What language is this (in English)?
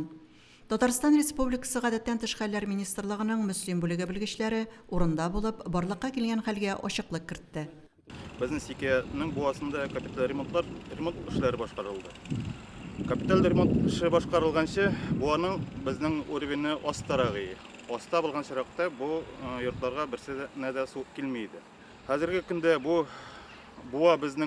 Tatar